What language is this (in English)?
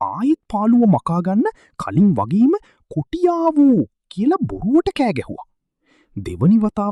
Sinhala